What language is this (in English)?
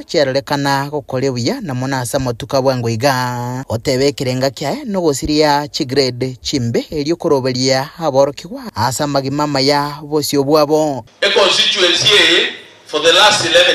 Gusii